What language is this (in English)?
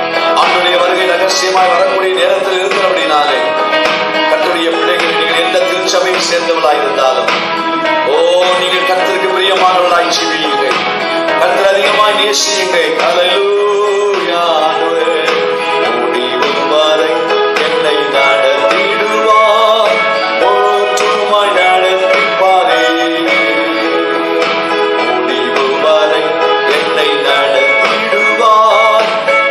Tamil